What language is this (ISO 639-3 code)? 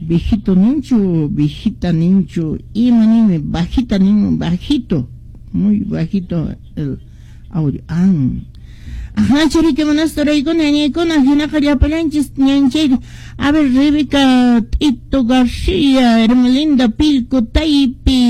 que